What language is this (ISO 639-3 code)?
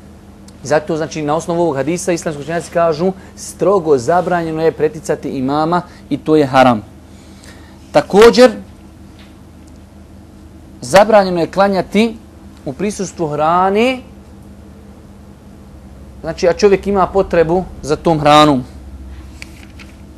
bos